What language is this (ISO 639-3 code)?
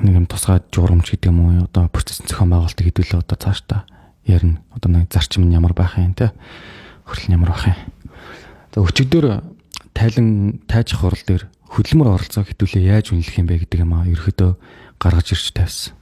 mon